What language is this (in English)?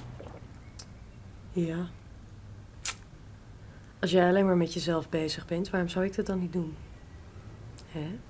Dutch